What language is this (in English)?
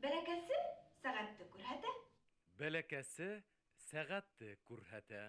Bashkir